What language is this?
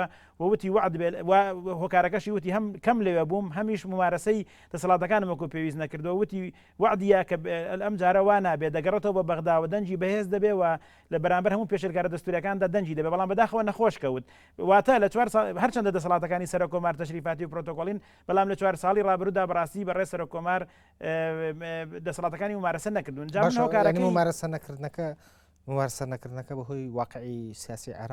Central Kurdish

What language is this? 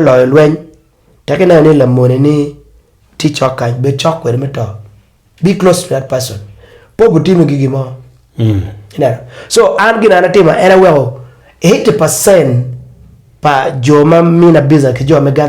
Acoli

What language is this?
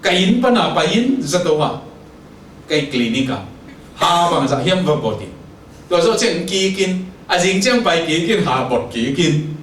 Tedim Chin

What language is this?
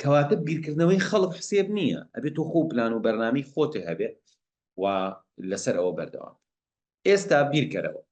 Central Kurdish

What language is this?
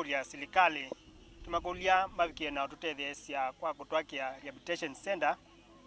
Kamba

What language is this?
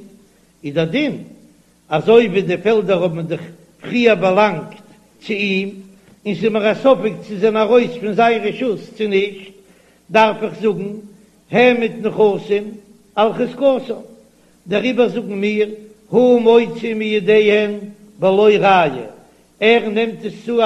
Yiddish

